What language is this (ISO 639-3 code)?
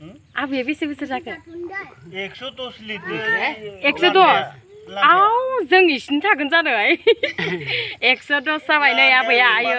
brx